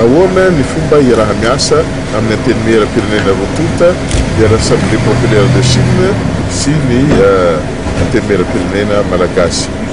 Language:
Malagasy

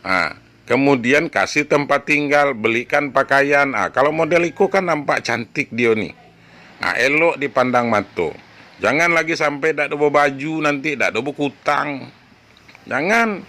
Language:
Minangkabau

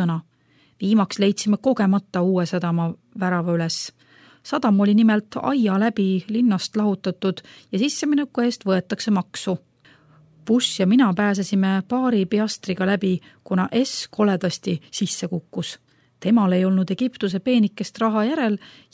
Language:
Estonian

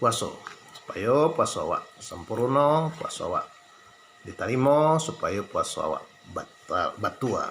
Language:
Minangkabau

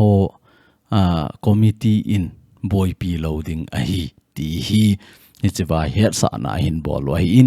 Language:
Thado Chin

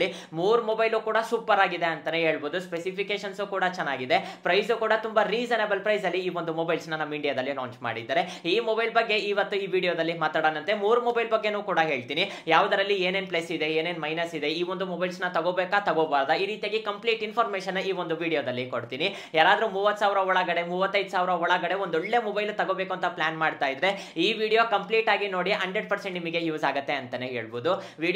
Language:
Kannada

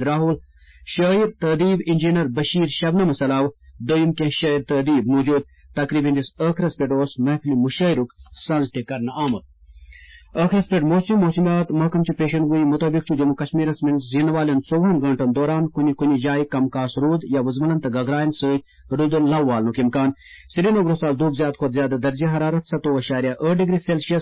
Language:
Kashmiri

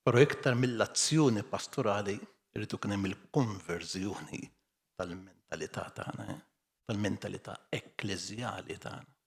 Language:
Maltese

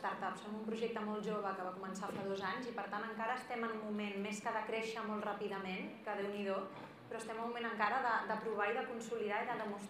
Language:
Catalan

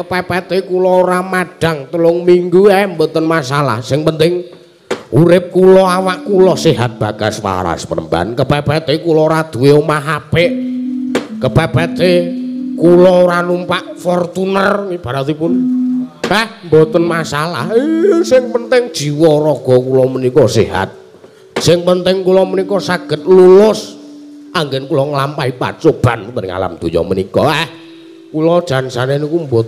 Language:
Javanese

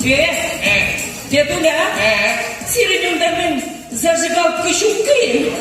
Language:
Chuvash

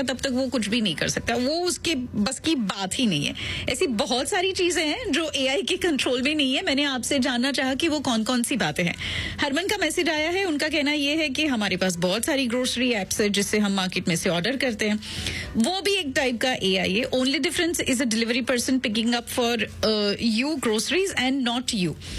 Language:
Hindi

